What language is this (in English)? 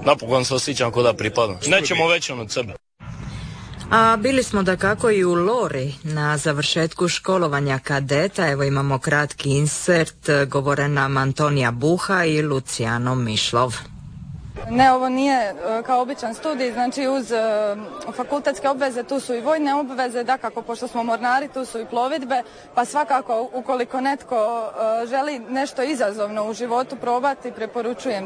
Croatian